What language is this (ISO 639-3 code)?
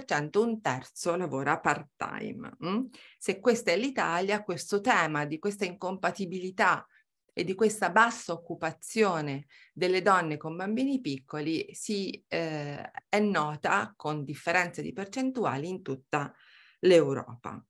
ita